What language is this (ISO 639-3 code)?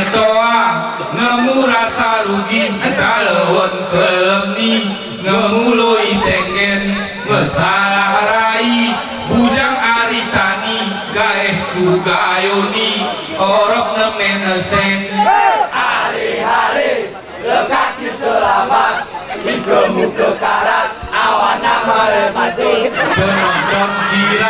gay